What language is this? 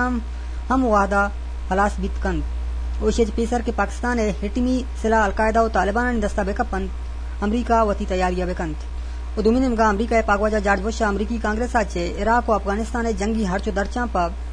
Eastern Balochi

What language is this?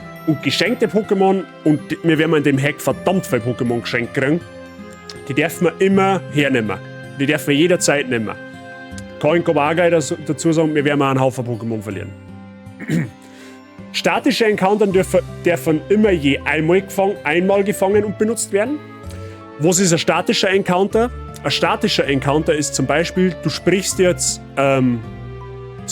Bavarian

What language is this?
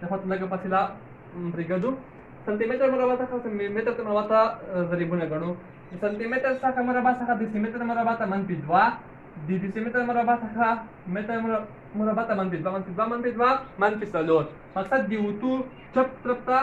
Pashto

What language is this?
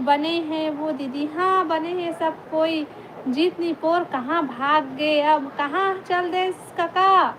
Chhattisgarhi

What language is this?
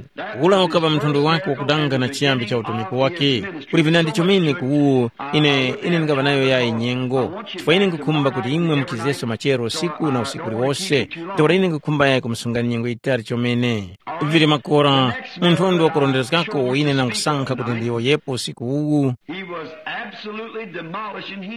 Tumbuka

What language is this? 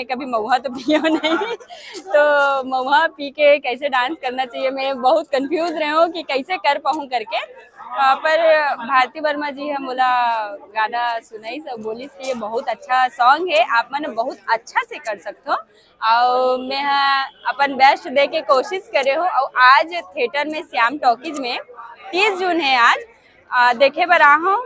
Chhattisgarhi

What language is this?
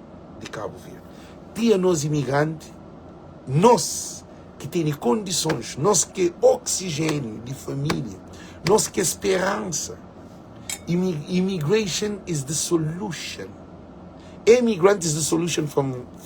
Kabuverdianu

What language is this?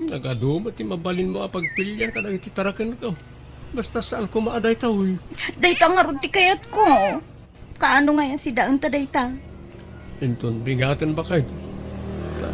Iloko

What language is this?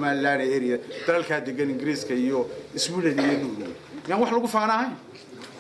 Somali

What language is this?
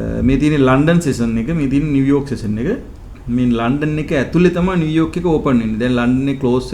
Sinhala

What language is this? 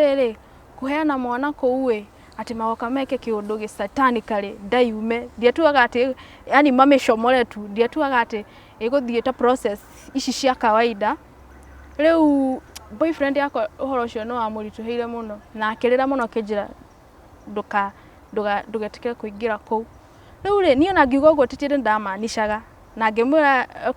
Kikuyu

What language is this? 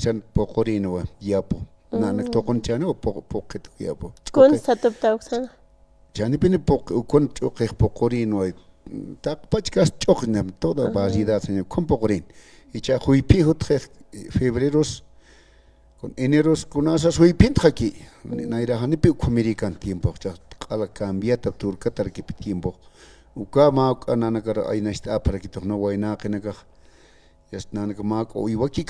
Aymara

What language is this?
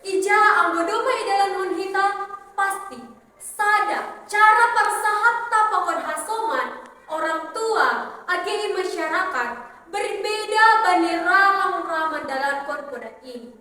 Batak Simalungun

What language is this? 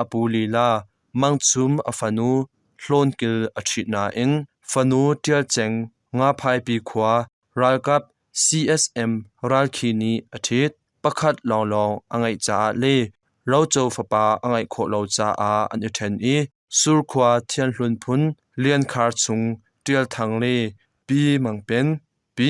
Hakha Chin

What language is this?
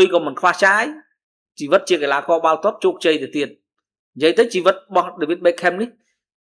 Khmer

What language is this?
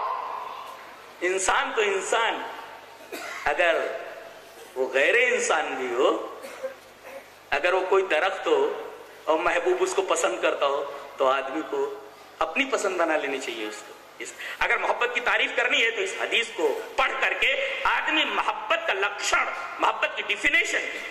Urdu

